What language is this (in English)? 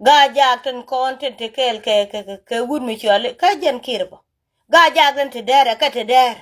Nuer